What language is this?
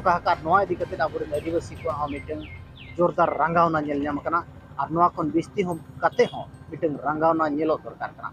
Santali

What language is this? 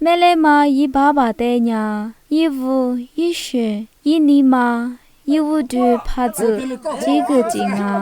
Lisu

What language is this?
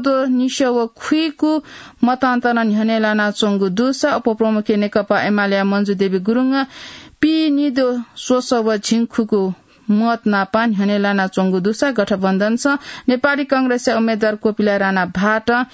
Newari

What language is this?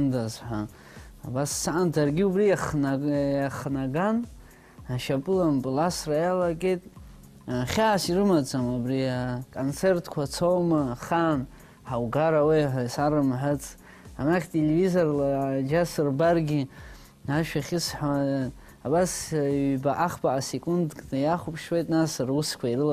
Abkhazian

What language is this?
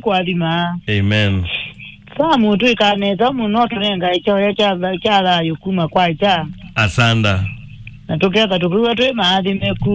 Kamba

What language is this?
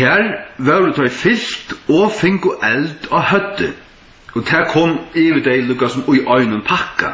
Faroese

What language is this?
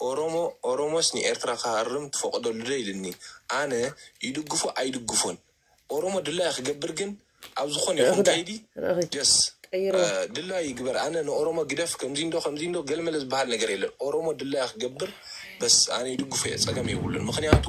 Tigrinya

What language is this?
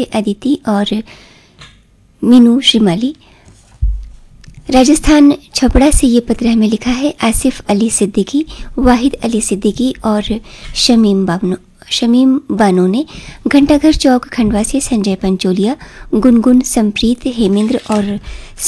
Hindi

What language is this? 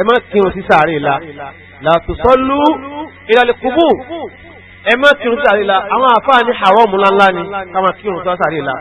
Yoruba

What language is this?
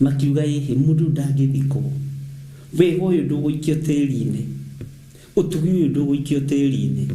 Kikuyu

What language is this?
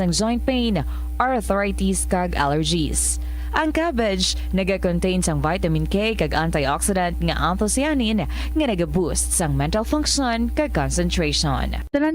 Hiligaynon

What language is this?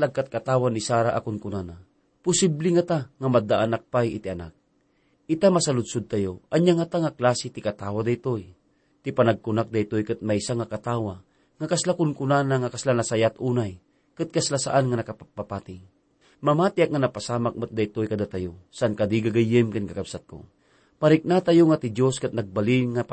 Iloko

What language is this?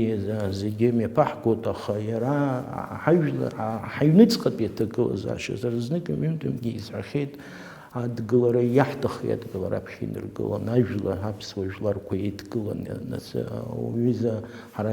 Abkhazian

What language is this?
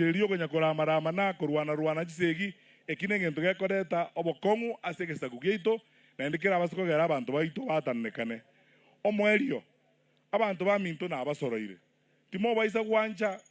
Gusii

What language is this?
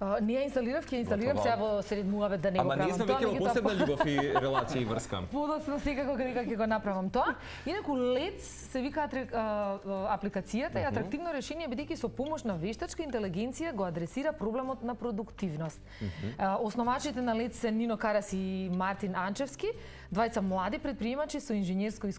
Macedonian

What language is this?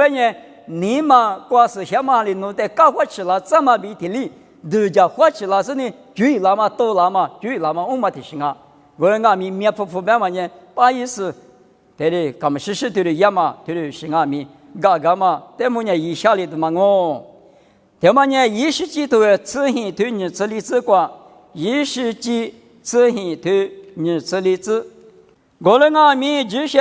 Lisu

